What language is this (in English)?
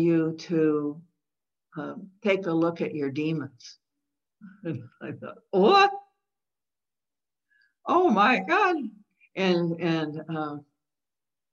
English